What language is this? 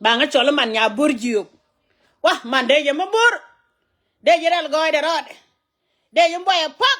Nuer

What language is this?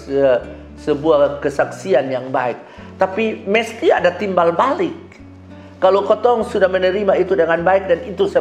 Kupang Malay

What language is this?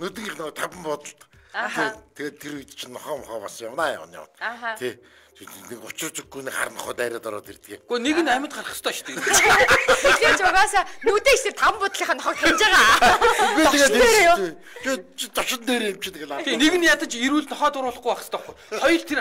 Mongolian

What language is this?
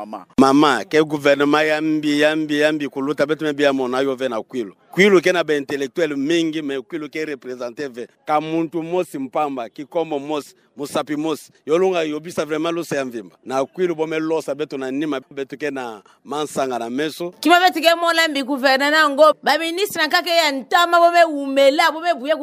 Kituba (Democratic Republic of Congo)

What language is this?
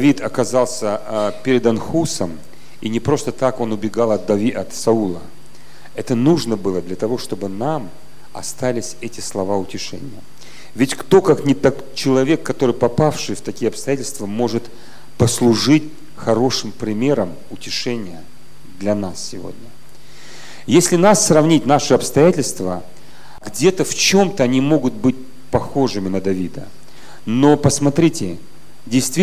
Russian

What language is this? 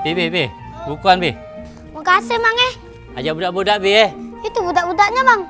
Musi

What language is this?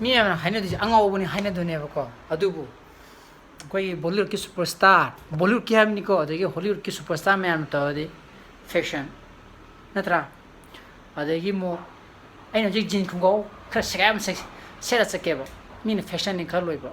Manipuri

